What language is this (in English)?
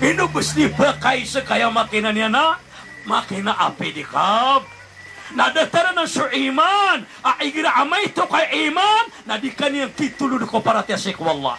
Maranao